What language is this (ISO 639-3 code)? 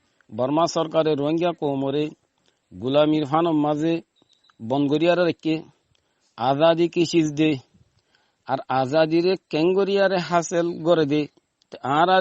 rhg